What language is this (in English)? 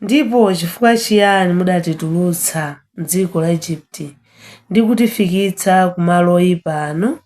Nyanja